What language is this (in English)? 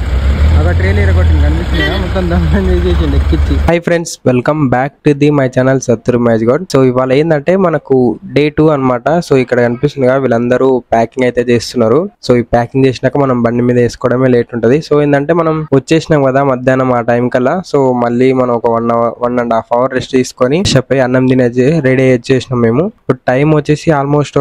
Telugu